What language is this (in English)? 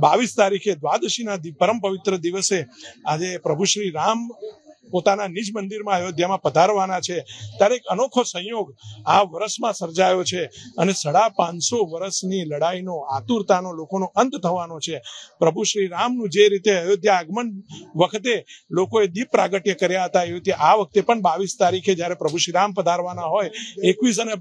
Gujarati